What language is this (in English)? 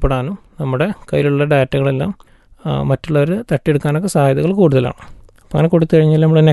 Malayalam